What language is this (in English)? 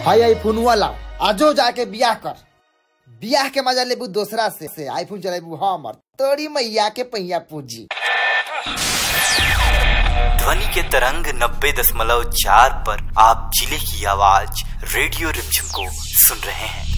Bhojpuri